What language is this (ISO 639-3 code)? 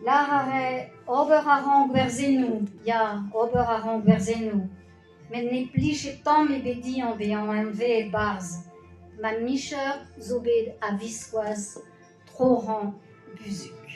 bre